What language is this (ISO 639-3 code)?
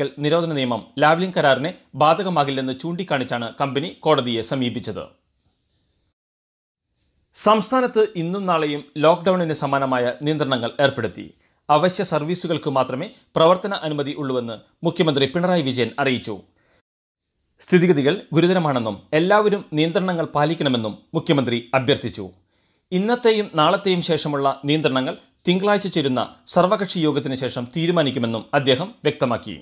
mal